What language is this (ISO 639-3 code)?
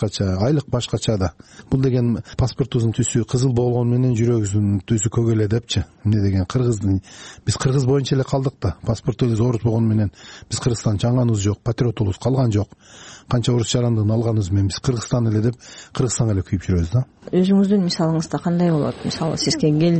kir